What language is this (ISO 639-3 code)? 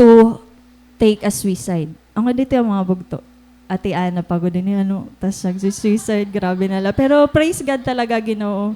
war